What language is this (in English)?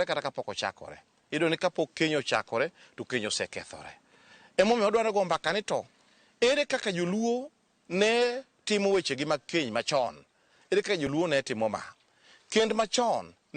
Luo (Kenya and Tanzania)